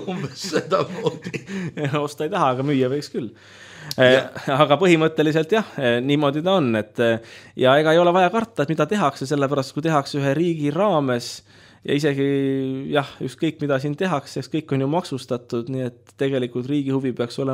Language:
Estonian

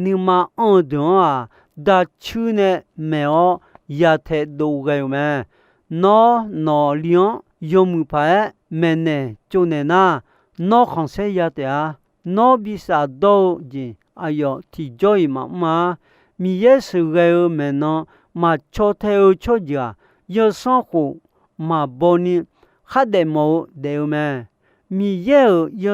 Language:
Akha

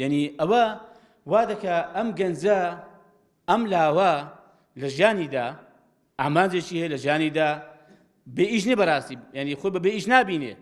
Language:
Central Kurdish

